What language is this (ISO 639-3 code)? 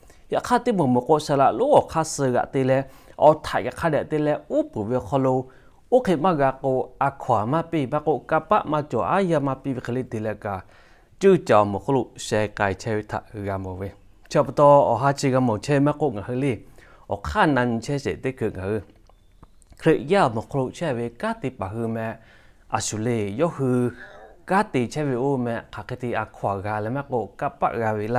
lhu